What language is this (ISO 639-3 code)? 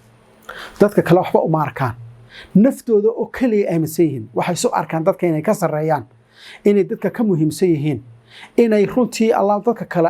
som